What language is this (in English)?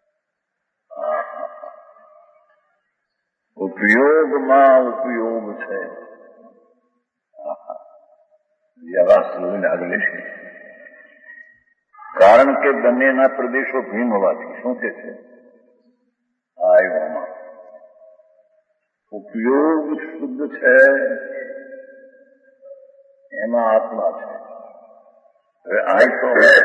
Gujarati